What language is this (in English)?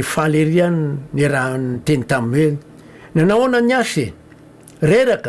Malagasy